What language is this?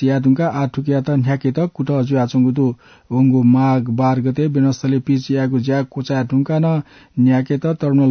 Newari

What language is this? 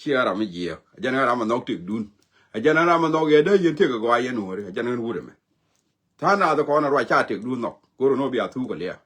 Nuer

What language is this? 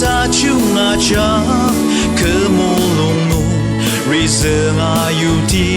Ao Naga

